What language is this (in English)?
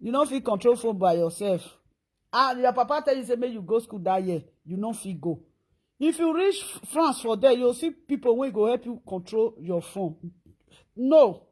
Nigerian Pidgin